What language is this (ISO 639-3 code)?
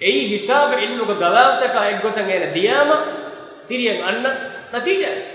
div